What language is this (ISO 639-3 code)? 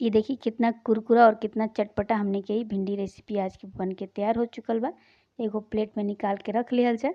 bho